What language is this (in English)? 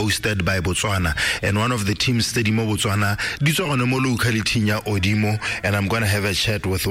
Tswana